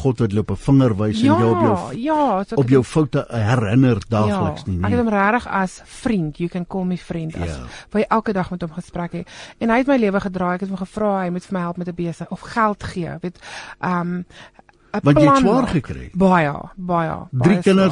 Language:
Afrikaans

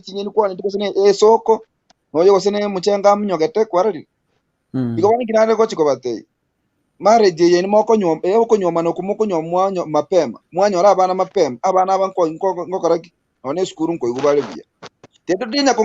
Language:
Gusii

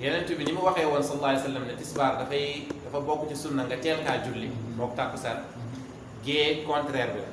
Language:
Wolof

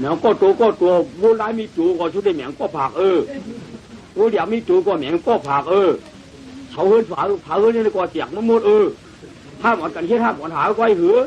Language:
Shan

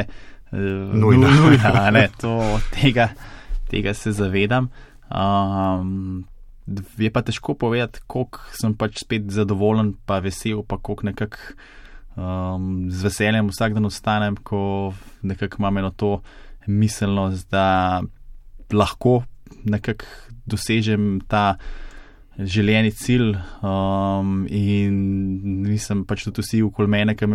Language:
Slovenian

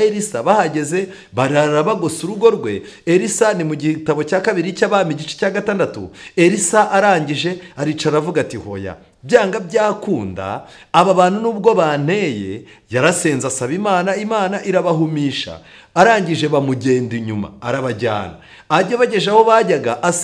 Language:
Kinyarwanda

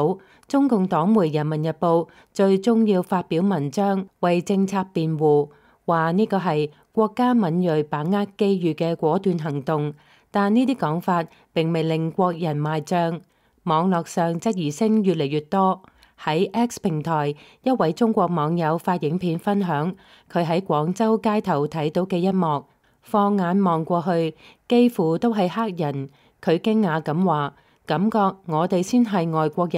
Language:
Cantonese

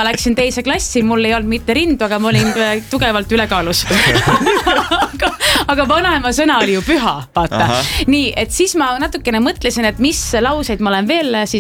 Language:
Estonian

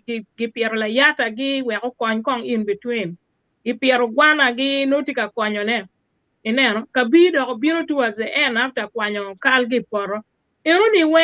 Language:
Acoli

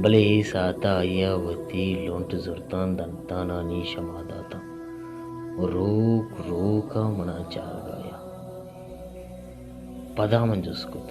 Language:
Baluchi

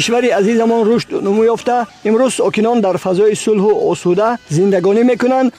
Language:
Tajik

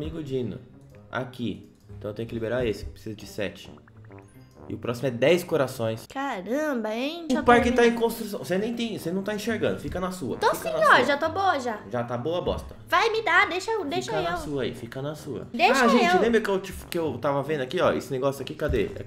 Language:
Portuguese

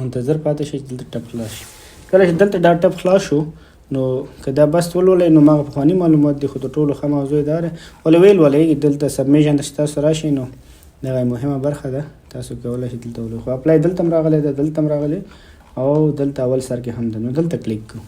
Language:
Pashto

